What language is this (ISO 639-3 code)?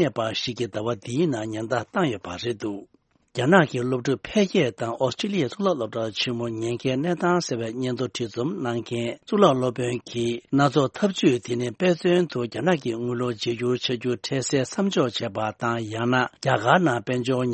bod